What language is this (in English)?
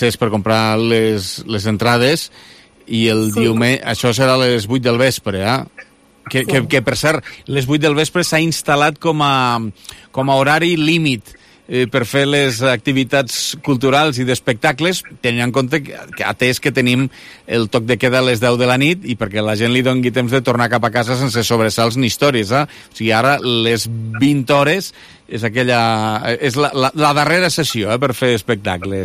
Catalan